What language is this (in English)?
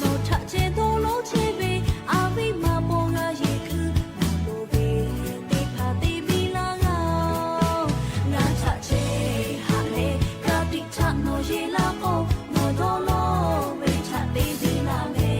Lahu